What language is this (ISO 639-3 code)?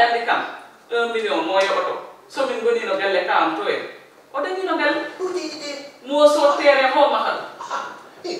ful